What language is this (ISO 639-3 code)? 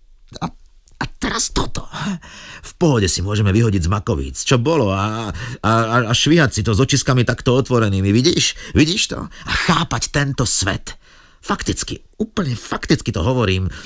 slk